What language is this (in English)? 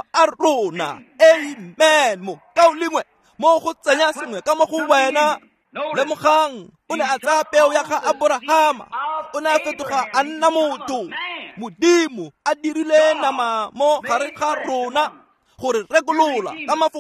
Tswana